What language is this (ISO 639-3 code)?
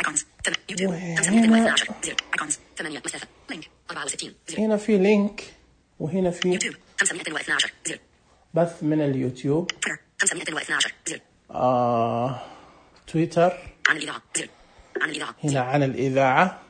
ars